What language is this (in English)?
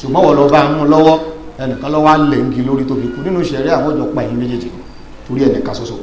Yoruba